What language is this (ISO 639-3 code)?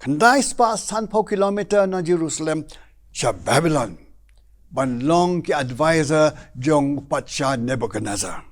kha